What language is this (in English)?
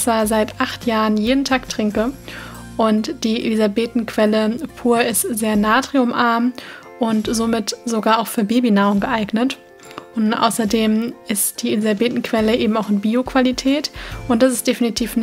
German